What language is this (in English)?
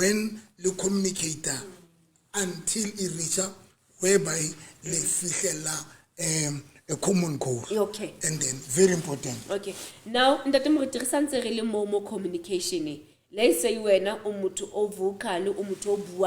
Southern Sotho